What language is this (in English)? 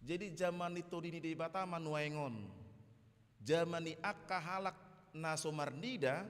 Batak Toba